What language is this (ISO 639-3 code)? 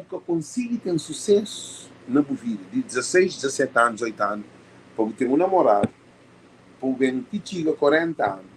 kea